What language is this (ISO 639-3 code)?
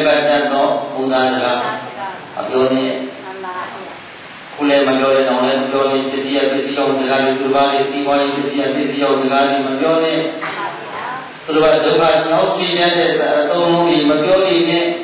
mya